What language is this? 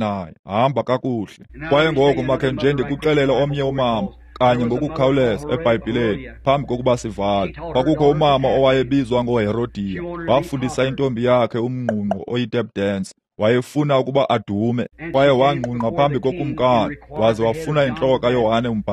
Xhosa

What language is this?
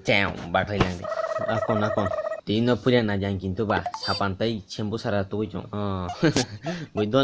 Kok Borok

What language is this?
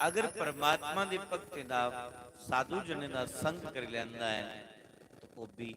Dogri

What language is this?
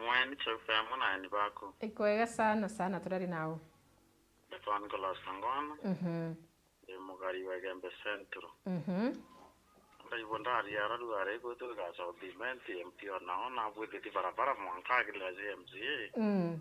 Meru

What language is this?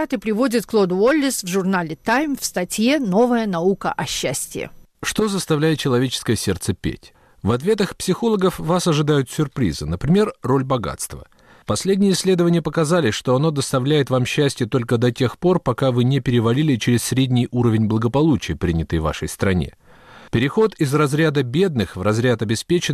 Russian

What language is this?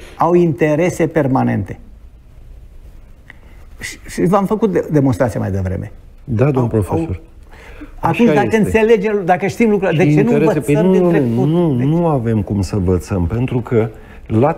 Romanian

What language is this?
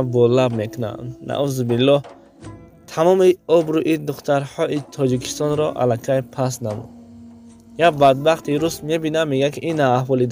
Tajik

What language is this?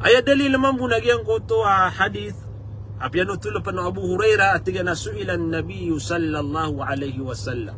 Maranao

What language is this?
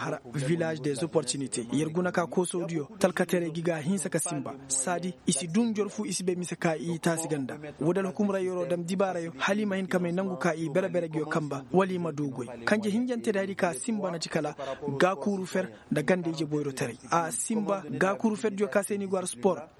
Koyraboro Senni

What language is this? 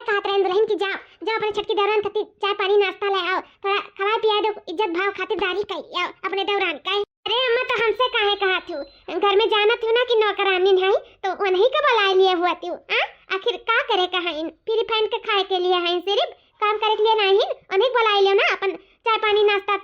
Awadhi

